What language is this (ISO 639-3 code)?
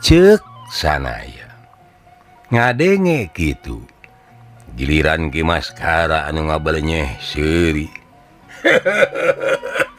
sun